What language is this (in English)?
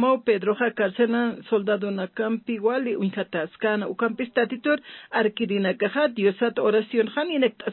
Aymara